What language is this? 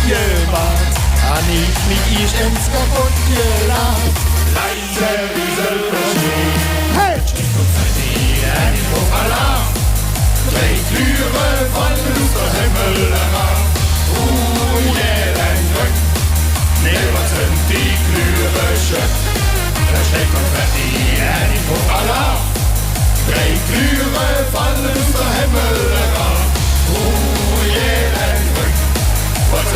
Limburgish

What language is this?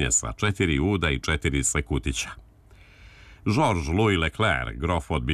Croatian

